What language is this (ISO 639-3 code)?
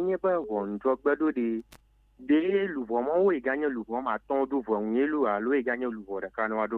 ewe